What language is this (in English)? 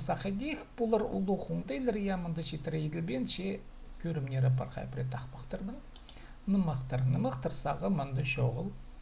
Khakas